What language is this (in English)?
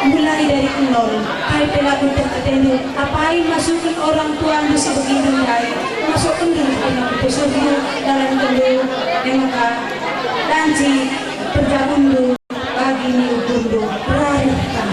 Batak Karo